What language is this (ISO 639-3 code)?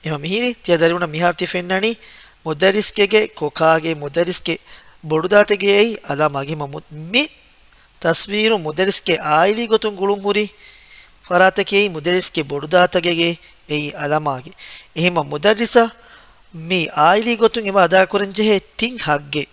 div